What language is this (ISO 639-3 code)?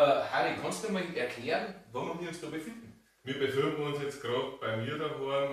bar